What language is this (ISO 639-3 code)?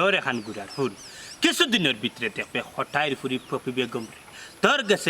syl